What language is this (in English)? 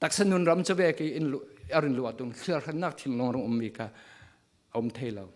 Falam Chin